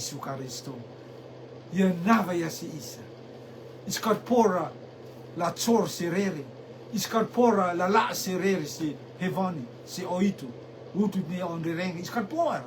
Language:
Rotuman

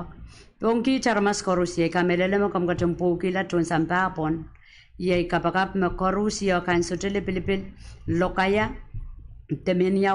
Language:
Pohnpeian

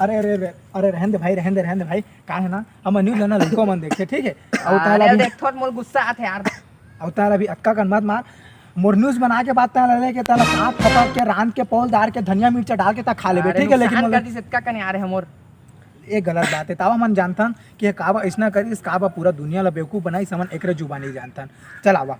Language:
Chhattisgarhi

